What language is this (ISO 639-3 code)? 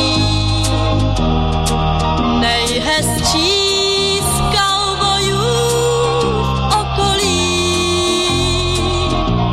ces